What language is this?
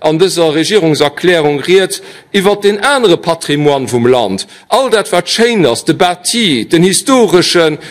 Luxembourgish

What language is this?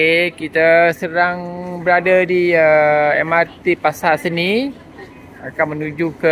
Malay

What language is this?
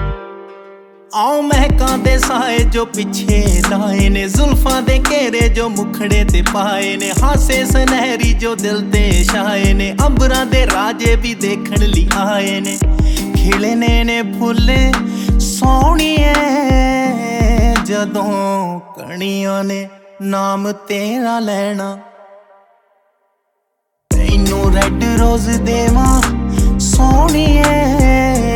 Punjabi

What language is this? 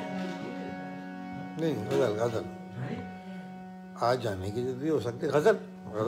Hindi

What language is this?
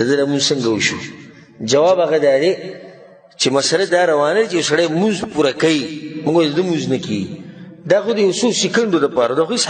Pashto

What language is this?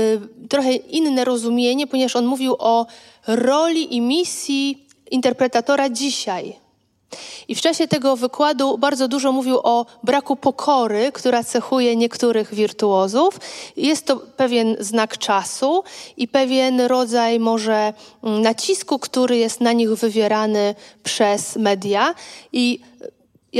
Polish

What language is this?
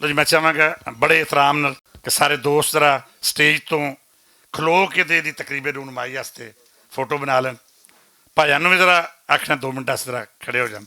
Western Panjabi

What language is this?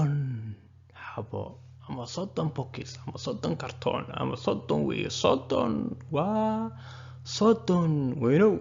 Somali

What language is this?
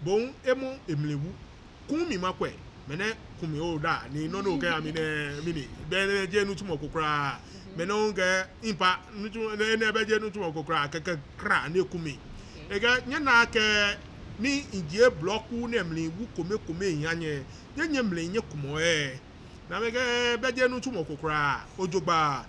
Ga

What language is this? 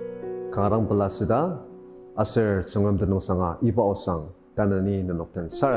Ao Naga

